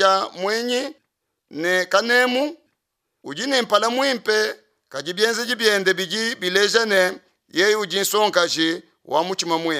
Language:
Luba-Lulua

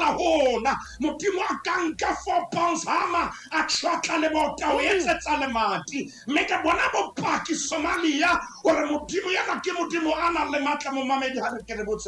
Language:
Southern Sotho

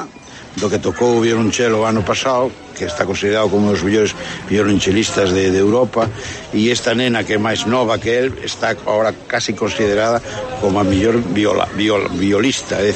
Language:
Galician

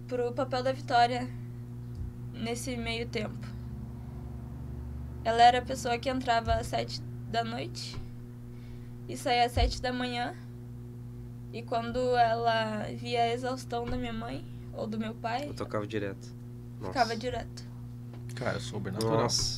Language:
Portuguese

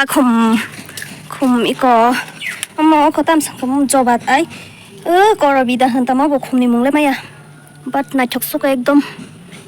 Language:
Kok Borok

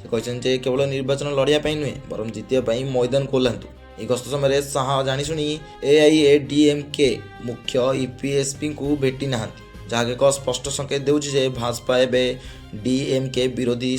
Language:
Odia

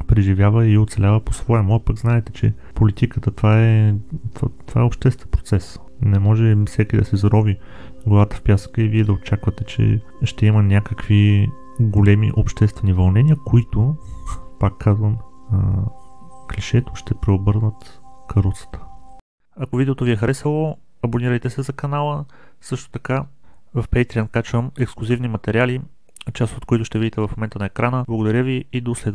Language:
Bulgarian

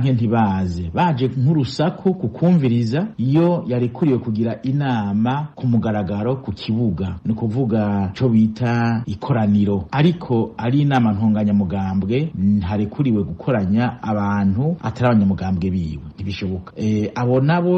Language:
Rundi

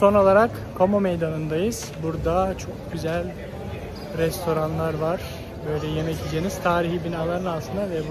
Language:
Turkish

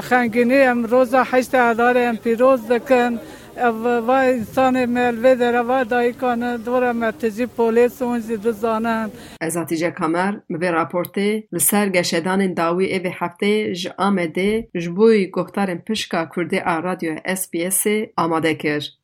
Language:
Kurdish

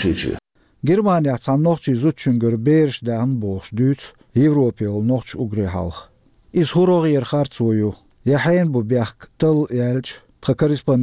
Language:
Chechen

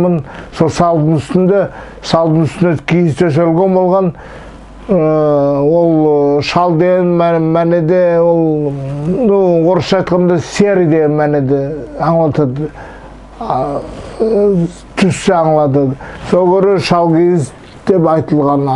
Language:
Nogai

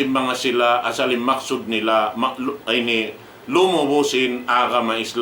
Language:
Tausug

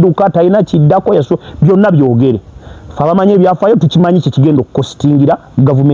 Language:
Ganda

